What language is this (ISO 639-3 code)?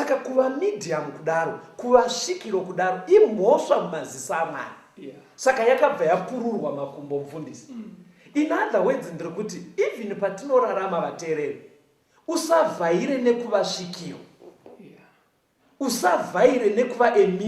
sna